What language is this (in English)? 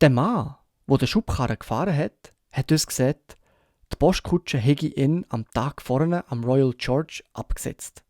Swiss German